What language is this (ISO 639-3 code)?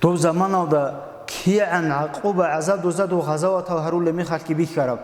ava